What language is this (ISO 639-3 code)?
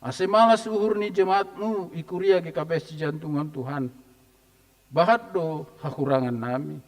bts